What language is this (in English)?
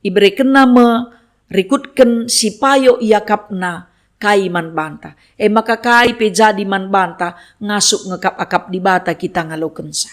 Batak Karo